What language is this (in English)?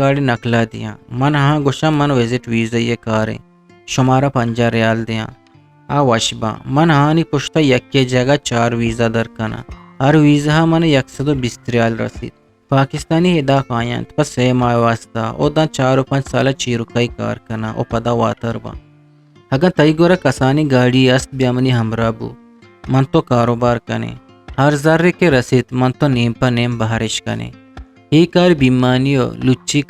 Eastern Balochi